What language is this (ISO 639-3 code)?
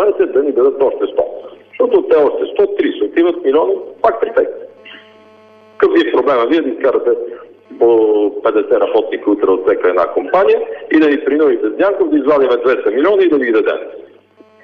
bul